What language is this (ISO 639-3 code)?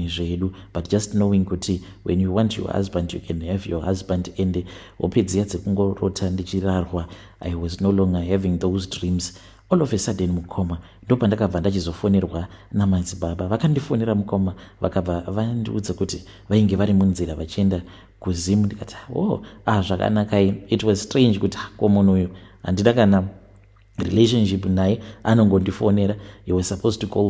sna